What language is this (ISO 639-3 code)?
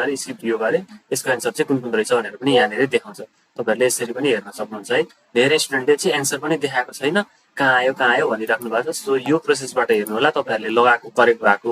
nep